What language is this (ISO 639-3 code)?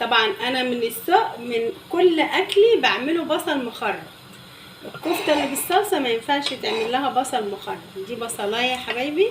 arz